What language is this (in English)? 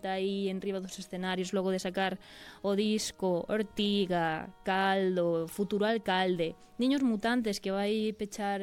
Galician